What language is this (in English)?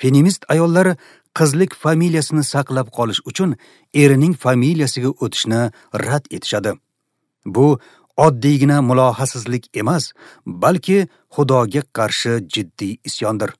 Uzbek